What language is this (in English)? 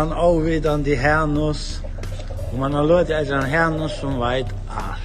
Faroese